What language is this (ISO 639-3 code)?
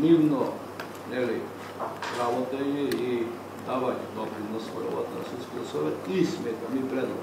mkd